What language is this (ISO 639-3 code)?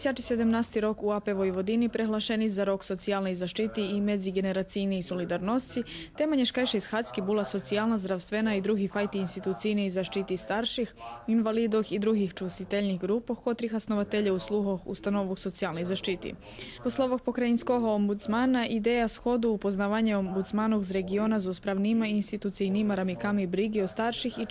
rue